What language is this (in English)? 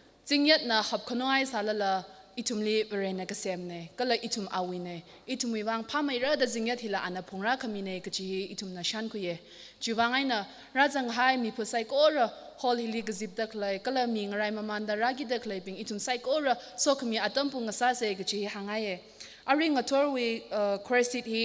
Tangkhul Naga (India)